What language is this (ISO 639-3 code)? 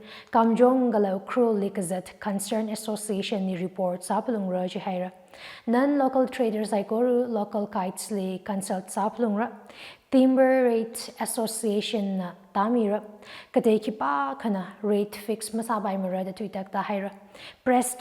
nmf